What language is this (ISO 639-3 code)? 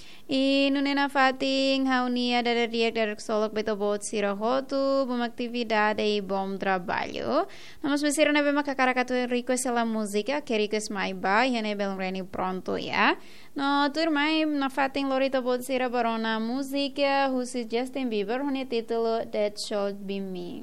tet